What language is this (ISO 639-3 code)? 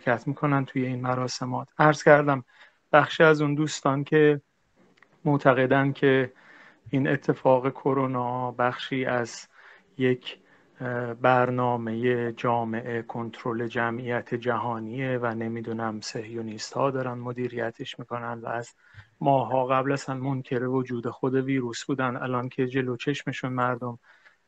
fas